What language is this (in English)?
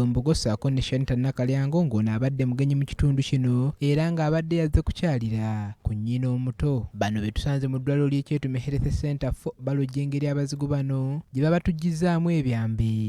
Ganda